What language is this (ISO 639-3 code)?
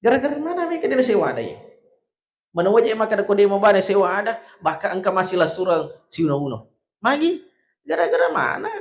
bug